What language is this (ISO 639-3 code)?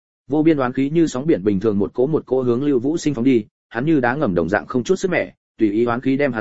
vie